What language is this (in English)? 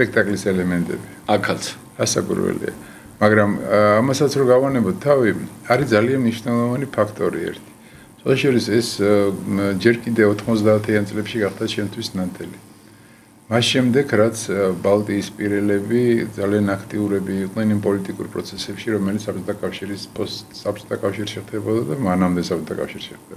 Georgian